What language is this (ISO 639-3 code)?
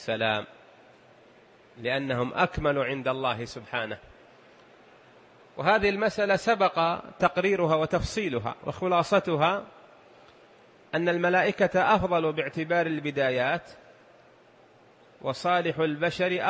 ara